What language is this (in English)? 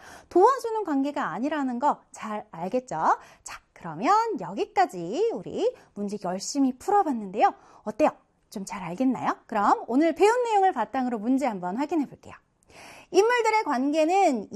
Korean